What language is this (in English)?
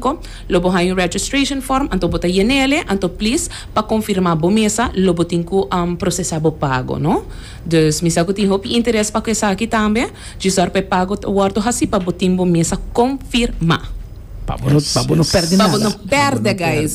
Papiamento